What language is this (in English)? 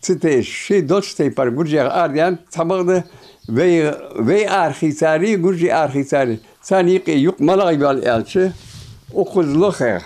Ingush